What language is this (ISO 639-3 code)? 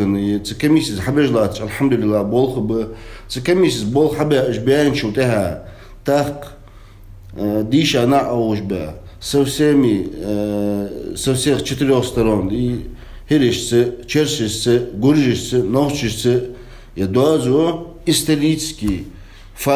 inh